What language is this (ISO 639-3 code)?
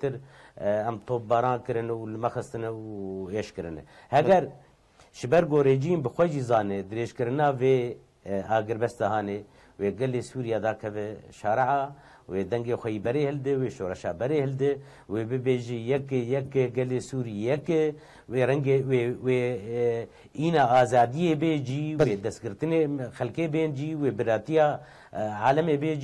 kur